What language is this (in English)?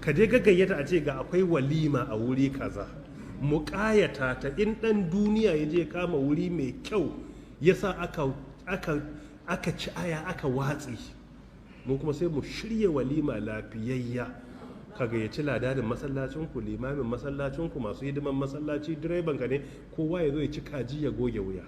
Hausa